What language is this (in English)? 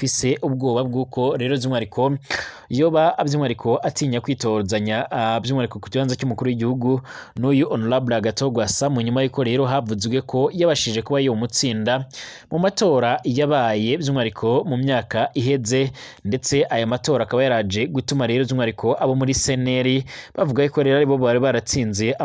Rundi